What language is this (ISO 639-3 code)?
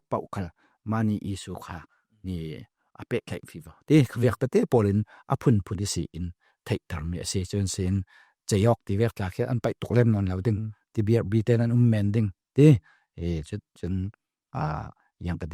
cfm